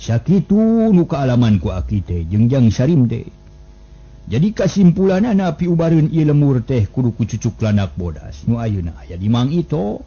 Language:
Sundanese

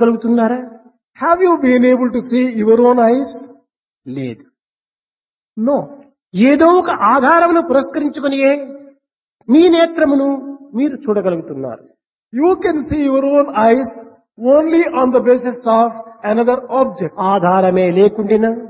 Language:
Telugu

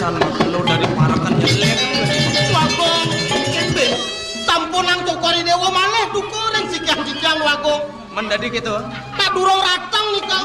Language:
Balinese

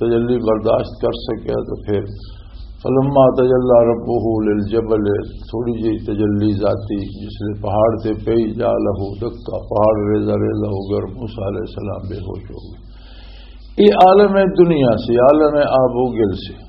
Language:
Western Panjabi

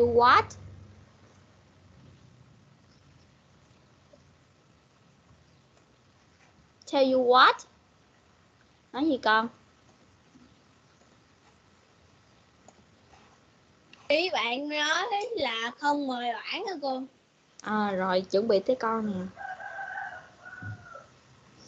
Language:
Vietnamese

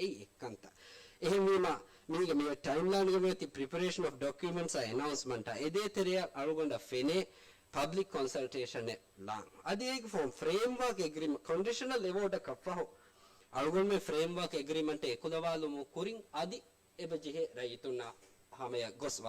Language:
Divehi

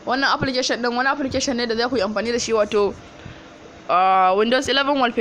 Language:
Hausa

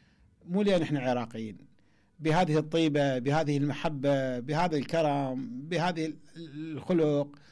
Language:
Mesopotamian Arabic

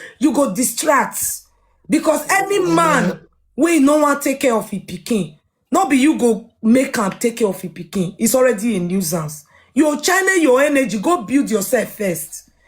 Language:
Nigerian Pidgin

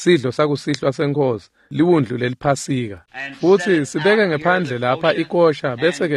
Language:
Swati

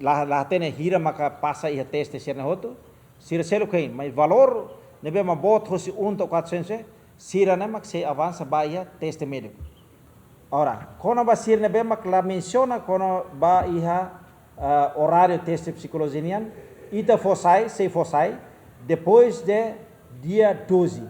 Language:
Tetum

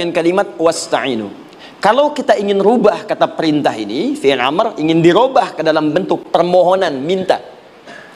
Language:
Indonesian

